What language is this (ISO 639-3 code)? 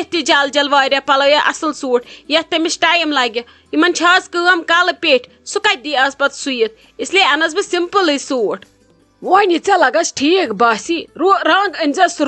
kas